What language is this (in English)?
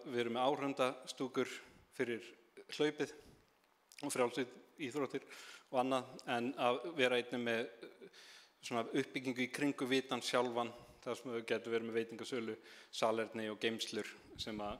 Icelandic